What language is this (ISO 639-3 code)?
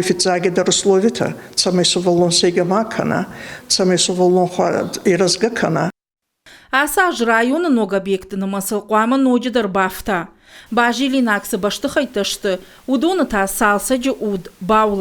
oss